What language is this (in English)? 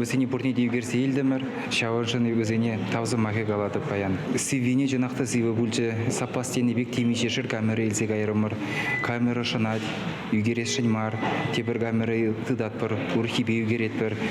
Chuvash